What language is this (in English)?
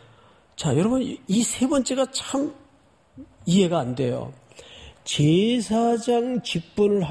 Korean